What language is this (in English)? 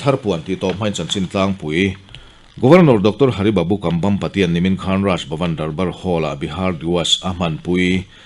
Mizo